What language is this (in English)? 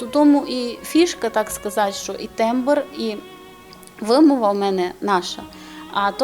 Rusyn